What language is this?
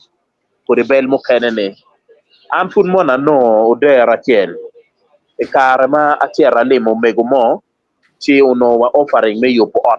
Acoli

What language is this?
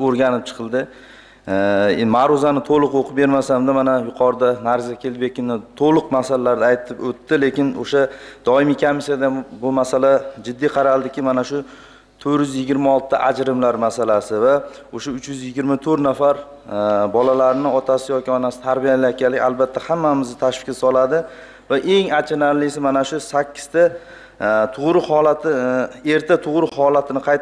Uzbek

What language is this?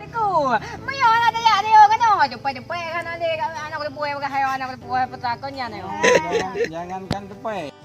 Achinese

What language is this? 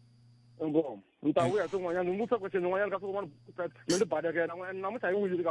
Tsonga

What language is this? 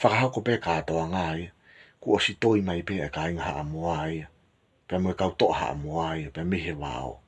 Tongan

